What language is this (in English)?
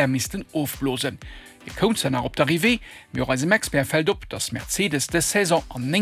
Luxembourgish